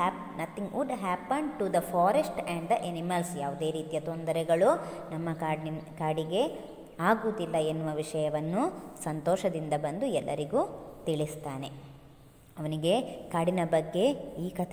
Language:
Kannada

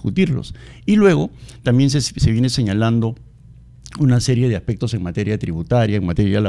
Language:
Spanish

